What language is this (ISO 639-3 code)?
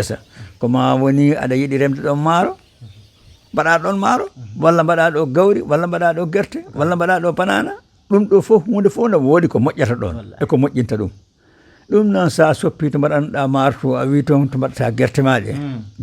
ful